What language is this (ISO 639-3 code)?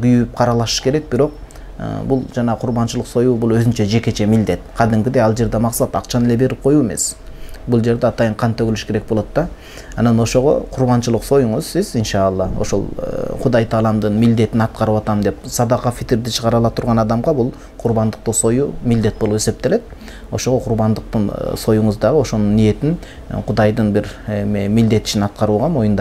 kir